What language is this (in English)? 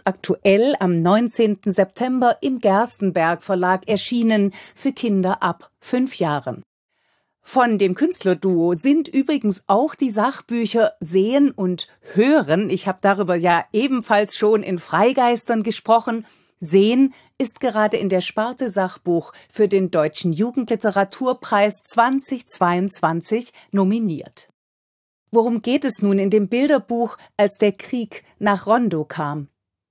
German